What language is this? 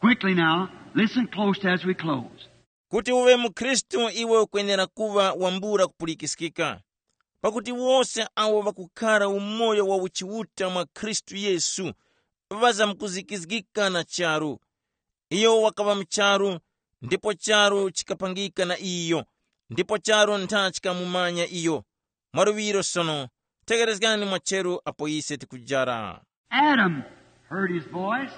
Tumbuka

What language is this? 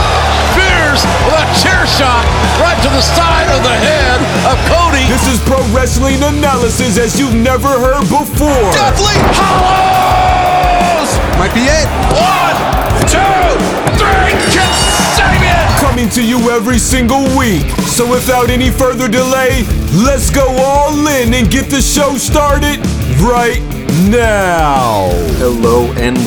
English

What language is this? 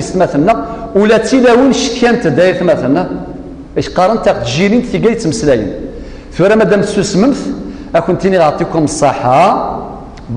Kabyle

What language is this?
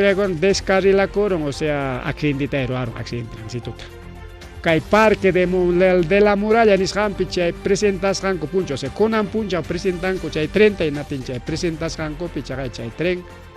Ayacucho Quechua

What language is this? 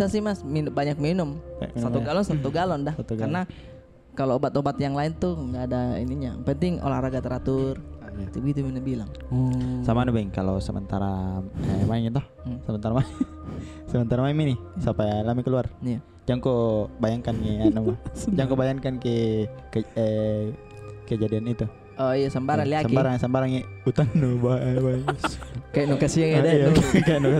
Makassar Malay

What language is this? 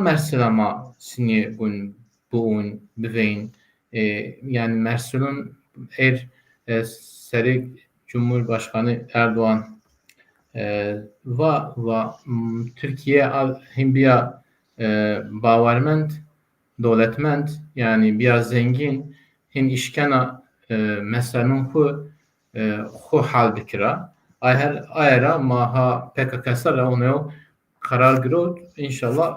Zaza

